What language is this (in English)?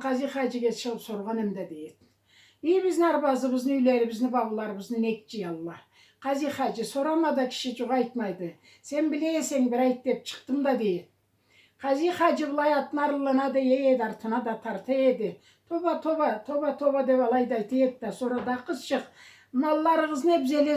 Karachay-Balkar